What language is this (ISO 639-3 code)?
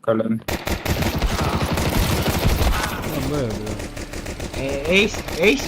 sah